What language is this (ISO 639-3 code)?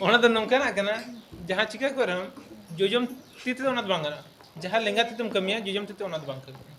sat